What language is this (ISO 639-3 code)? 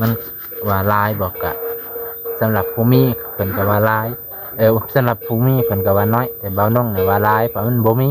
lao